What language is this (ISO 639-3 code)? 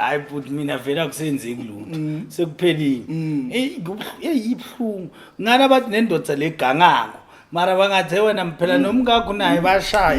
zul